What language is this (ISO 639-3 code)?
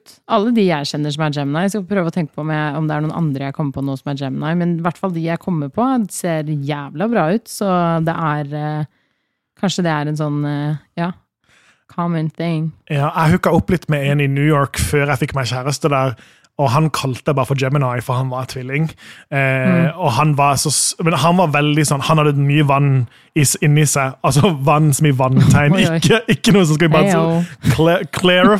nor